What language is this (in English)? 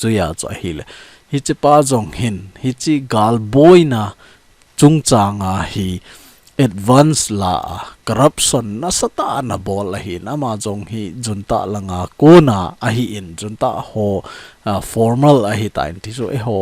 Thado Chin